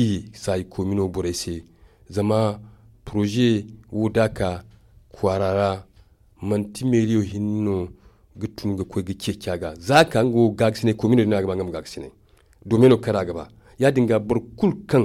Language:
Zarma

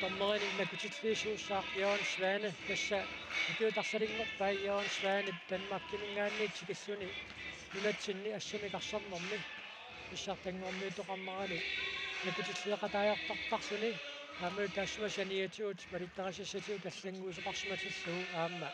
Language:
Kalaallisut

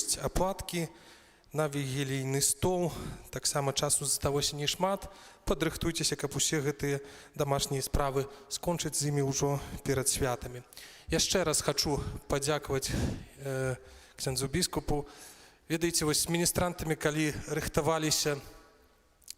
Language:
Belarusian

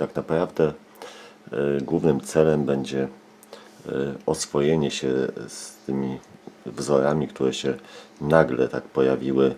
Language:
Polish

